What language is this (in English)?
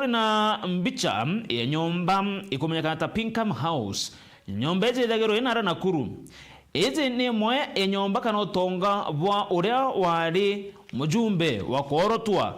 Meru